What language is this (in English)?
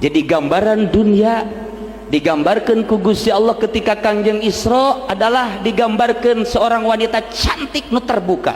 Sundanese